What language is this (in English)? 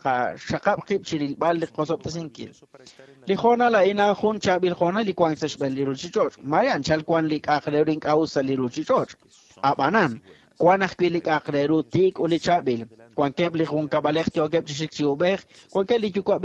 Kekchí